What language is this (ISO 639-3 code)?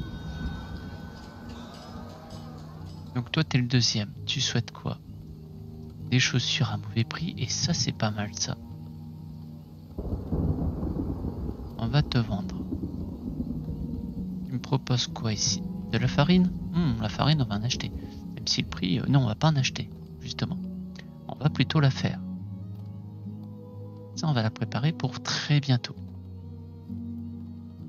fra